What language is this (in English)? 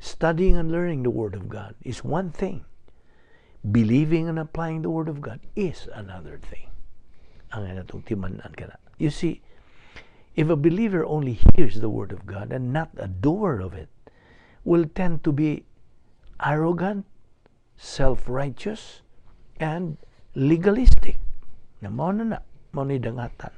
Cebuano